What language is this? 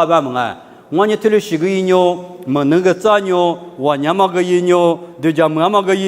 Lisu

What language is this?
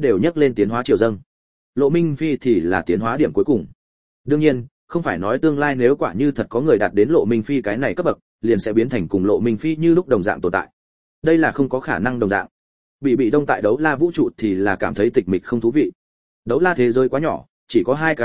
Vietnamese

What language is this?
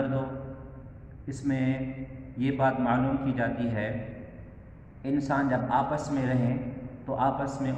Urdu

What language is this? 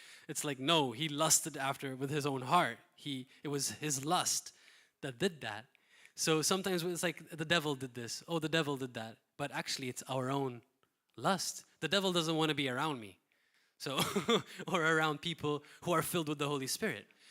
English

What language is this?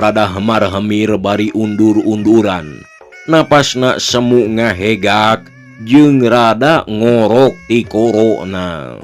Sundanese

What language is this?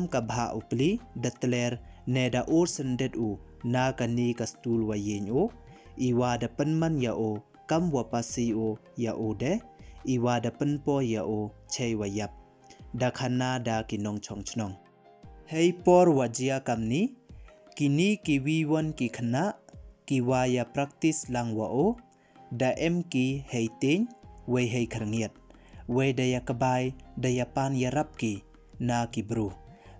Pnar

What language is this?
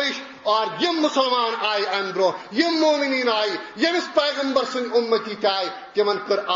Kashmiri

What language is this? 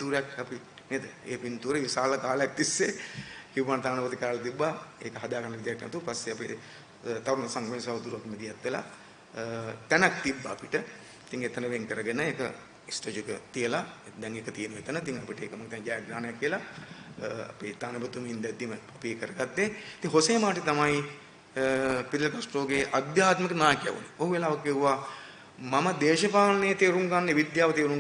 Sinhala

